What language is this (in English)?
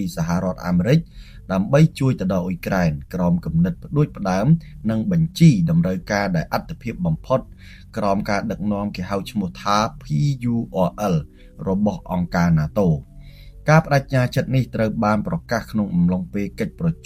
Khmer